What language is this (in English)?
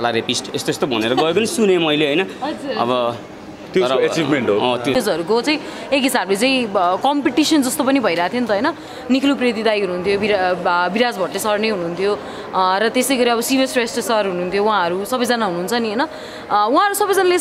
Nepali